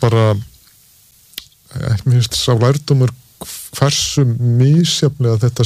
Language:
Icelandic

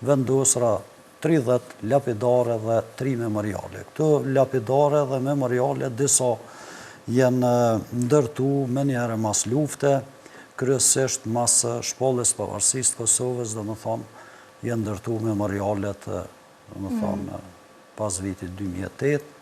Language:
Albanian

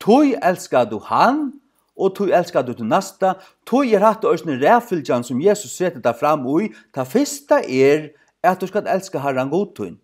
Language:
Faroese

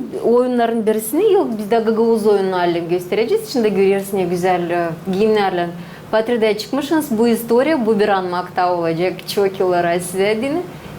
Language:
Gagauz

